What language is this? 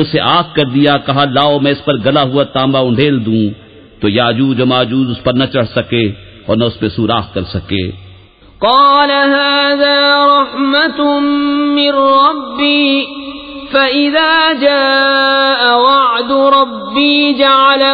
Urdu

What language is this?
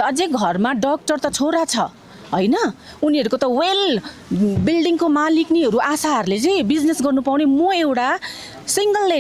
Nepali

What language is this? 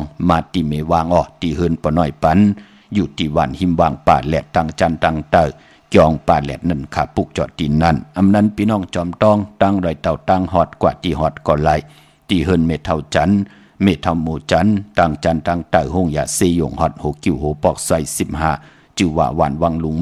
Shan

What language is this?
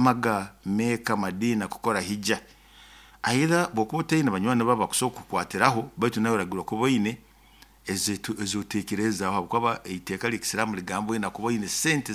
Nyoro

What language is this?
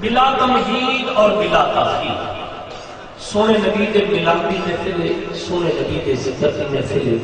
Saraiki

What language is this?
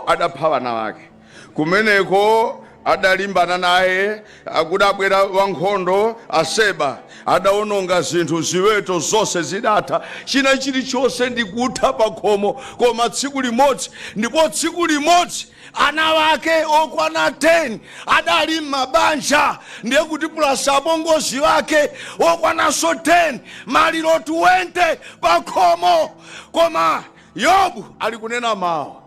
Nyanja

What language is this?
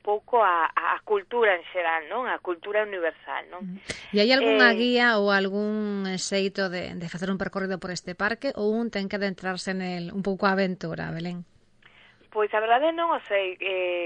Galician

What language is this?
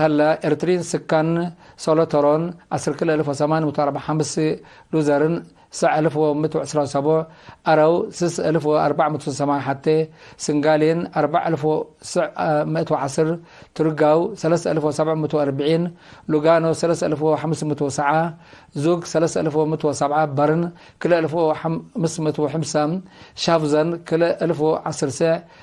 Tigre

